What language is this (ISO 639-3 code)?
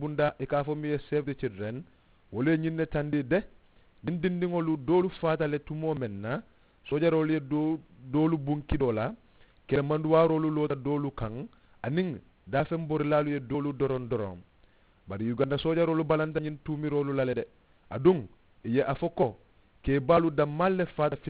man